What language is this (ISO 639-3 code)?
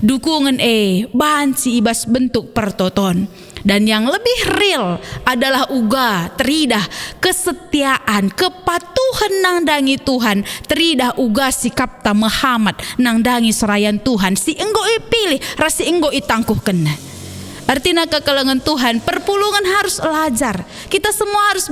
btx